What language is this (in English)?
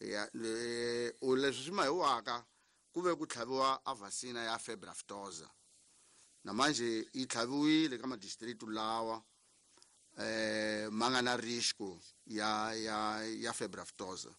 Tsonga